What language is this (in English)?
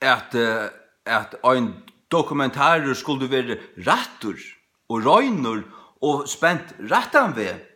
Faroese